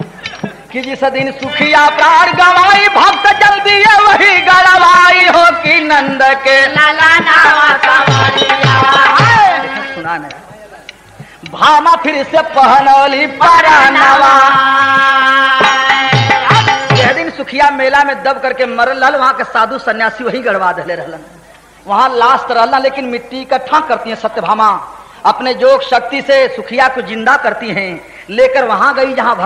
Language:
Bhojpuri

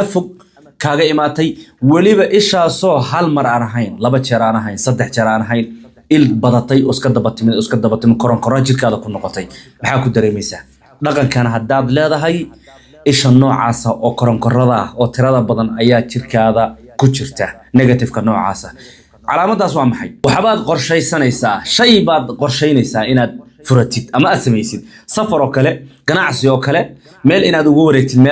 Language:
Somali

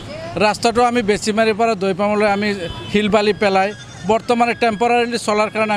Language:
Assamese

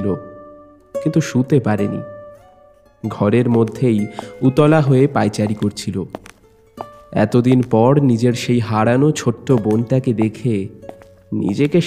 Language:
Bangla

